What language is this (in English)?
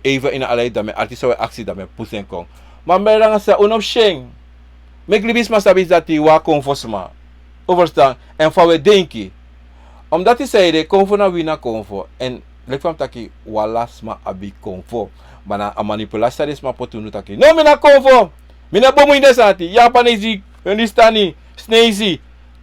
Sranan Tongo